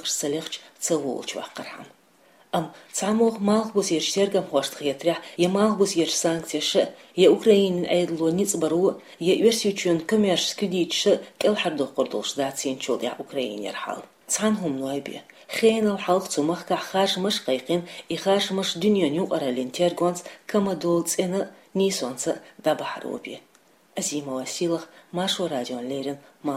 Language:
Chechen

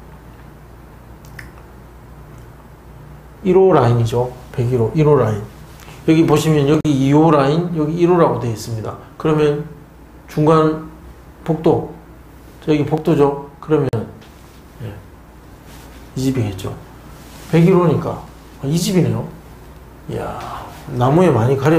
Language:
Korean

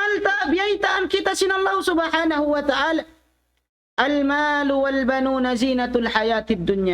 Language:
Tausug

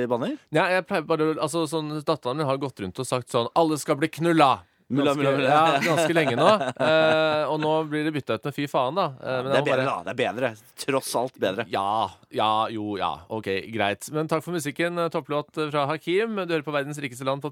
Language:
Norwegian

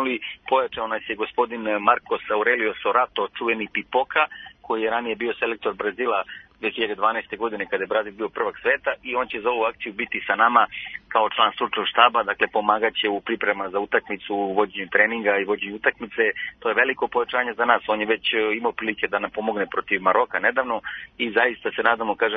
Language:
Serbian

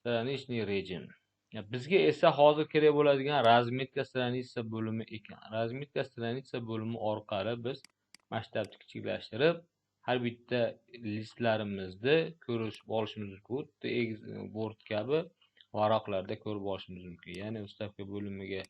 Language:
Uzbek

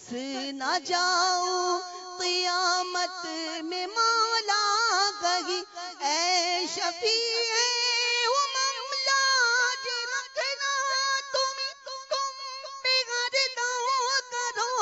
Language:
Urdu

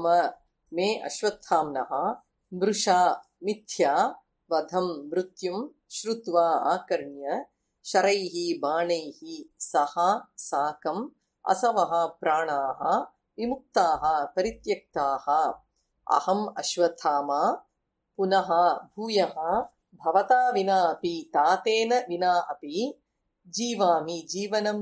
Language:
Sanskrit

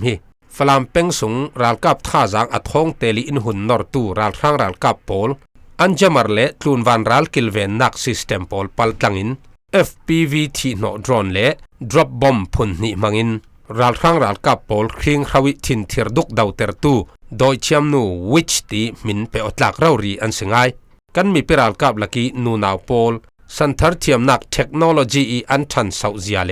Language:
Falam Chin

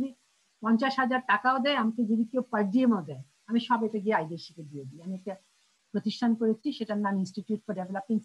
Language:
Bangla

